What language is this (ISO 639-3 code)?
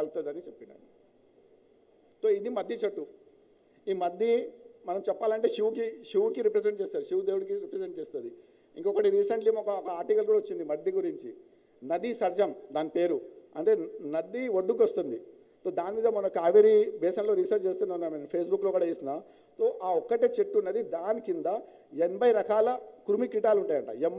tel